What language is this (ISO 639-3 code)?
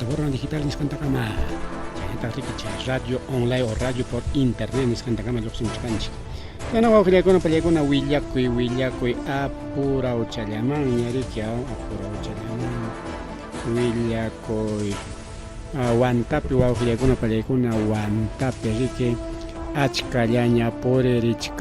quy